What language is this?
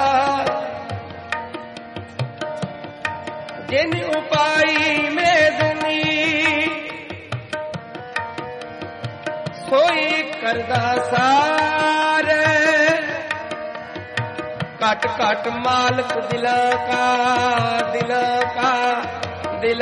Punjabi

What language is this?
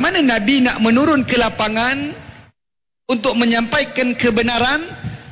Malay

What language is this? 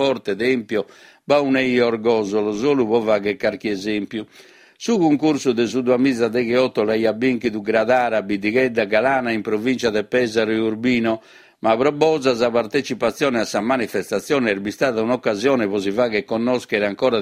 Sardinian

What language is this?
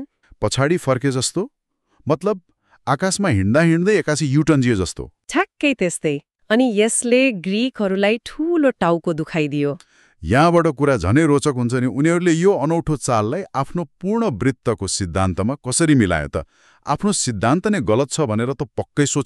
Nepali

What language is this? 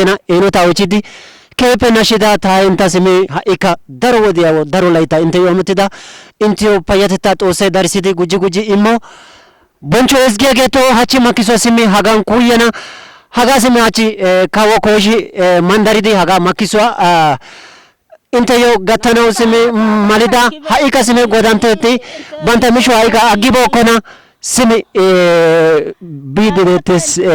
Wolaytta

